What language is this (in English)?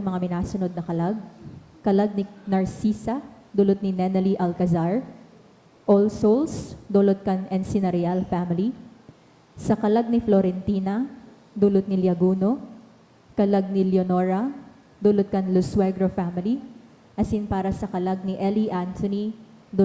Bikol